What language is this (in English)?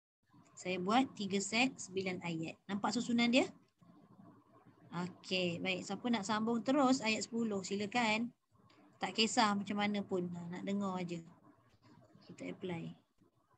Malay